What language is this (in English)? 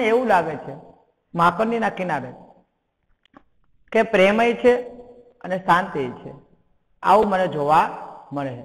Gujarati